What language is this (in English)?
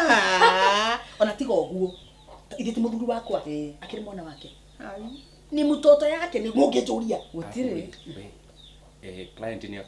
Kikuyu